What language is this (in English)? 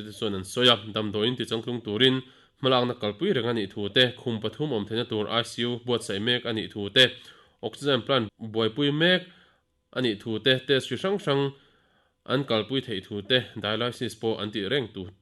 Mizo